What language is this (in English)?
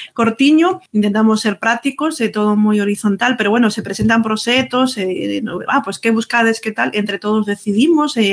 Galician